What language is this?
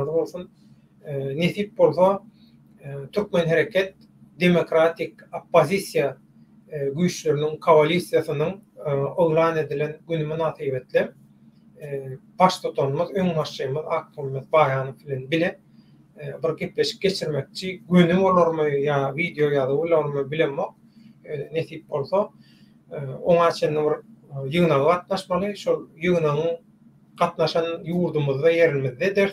Turkmen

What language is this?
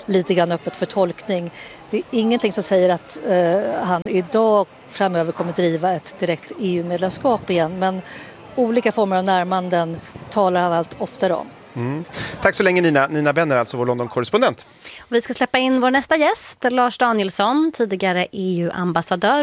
Swedish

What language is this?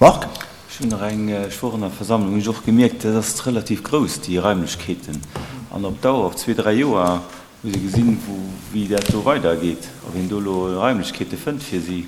Luxembourgish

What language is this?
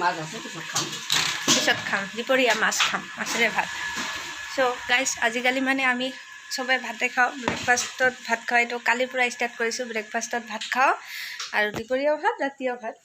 Assamese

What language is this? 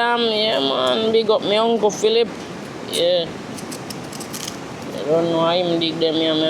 Jamaican Creole English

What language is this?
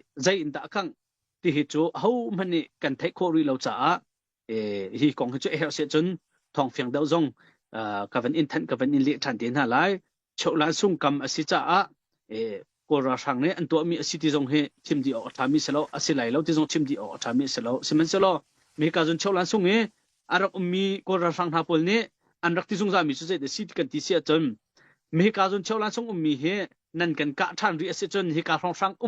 Hakha Chin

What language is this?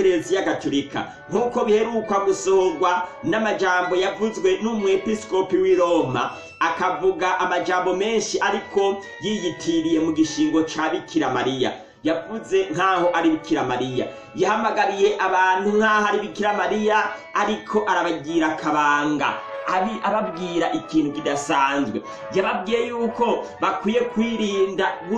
Rundi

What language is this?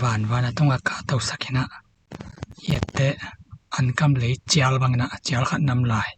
Tedim Chin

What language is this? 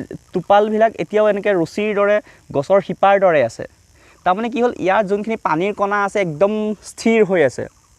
Assamese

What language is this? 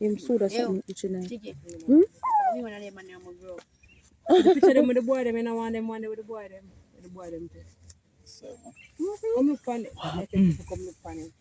Jamaican Creole English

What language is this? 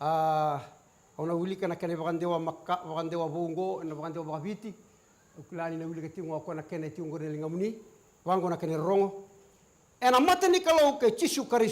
Fijian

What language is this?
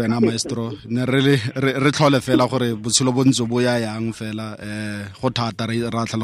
Tswana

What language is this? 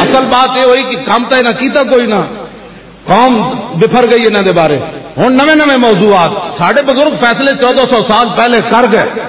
Western Panjabi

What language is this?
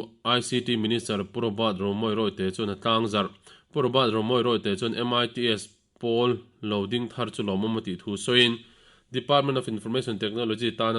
Mizo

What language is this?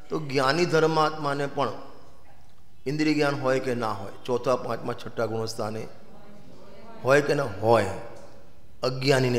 Gujarati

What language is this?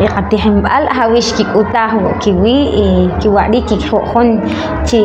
Poqomchi'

